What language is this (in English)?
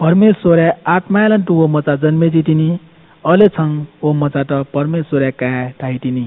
Newari